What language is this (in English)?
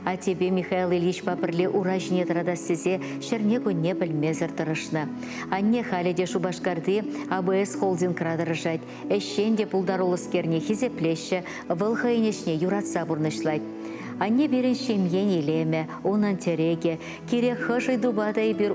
Chuvash